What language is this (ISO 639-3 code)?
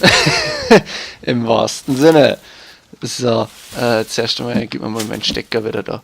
bar